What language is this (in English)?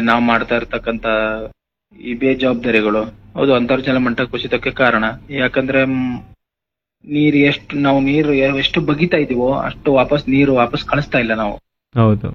Kannada